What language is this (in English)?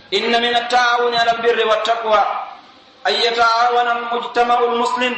Pular